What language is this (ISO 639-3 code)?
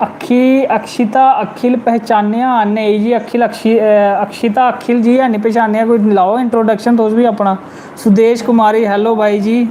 doi